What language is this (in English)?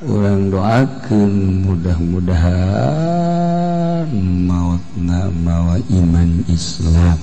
Sundanese